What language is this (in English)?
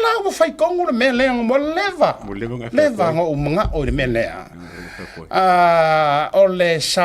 Samoan